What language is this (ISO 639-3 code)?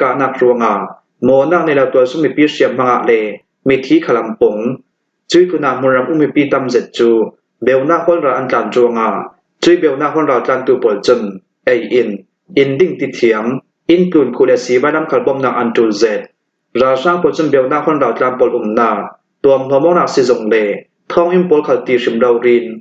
cnh